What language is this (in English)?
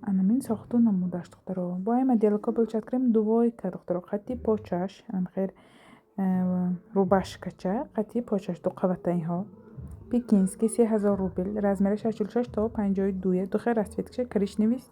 Tajik